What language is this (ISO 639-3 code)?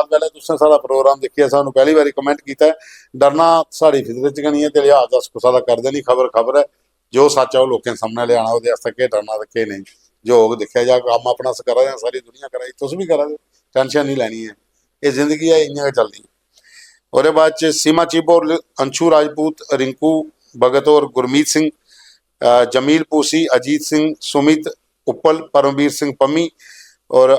doi